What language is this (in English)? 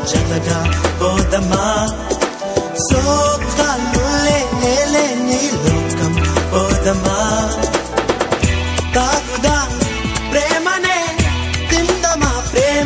Telugu